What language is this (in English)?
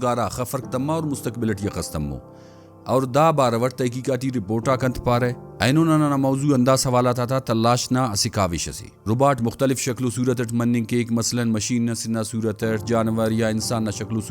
Brahui